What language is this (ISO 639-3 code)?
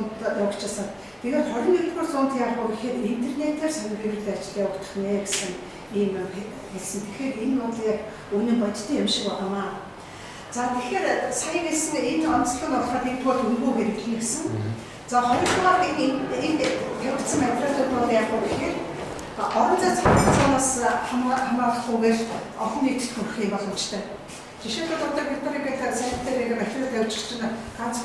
mon